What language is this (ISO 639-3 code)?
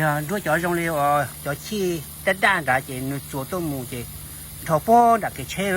hmn